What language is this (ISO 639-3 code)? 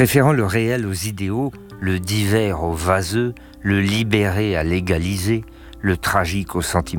fra